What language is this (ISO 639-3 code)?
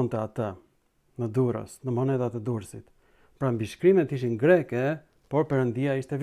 sqi